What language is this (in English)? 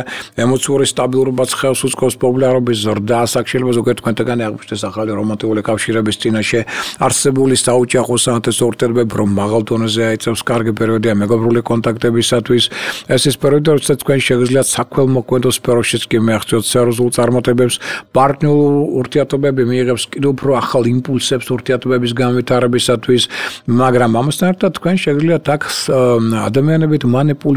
Georgian